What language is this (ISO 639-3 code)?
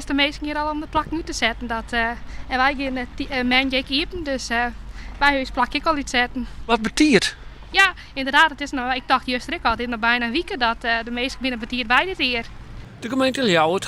fry